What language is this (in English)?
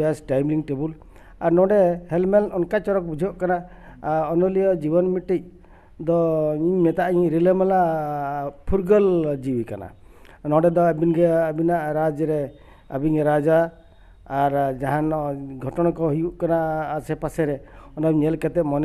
Santali